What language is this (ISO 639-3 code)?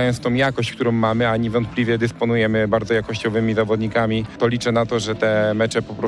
pol